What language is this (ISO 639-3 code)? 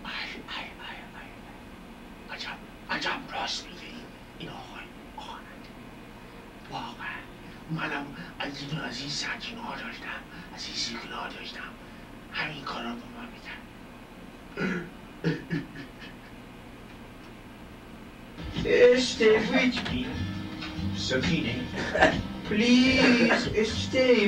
fas